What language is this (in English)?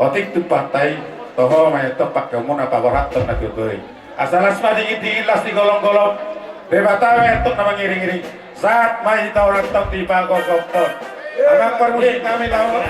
Batak Toba